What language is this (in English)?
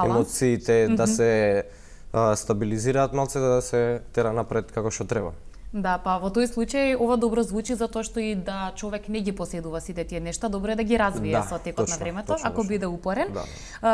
Macedonian